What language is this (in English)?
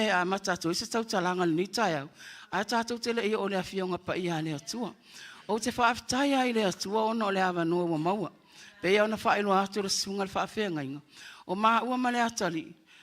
Samoan